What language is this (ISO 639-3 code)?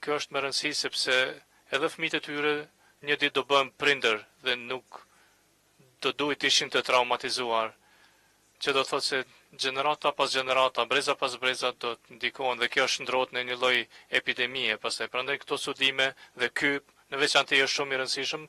sqi